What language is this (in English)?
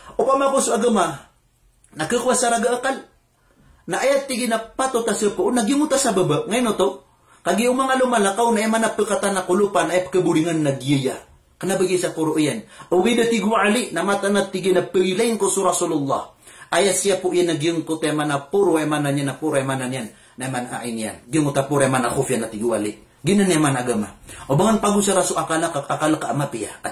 Maranao